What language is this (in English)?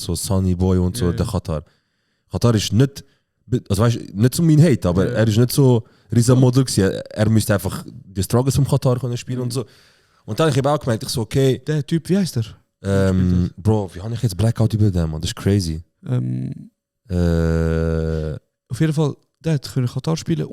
Swiss German